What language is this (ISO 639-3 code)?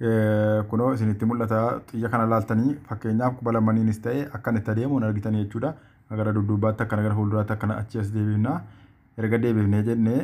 orm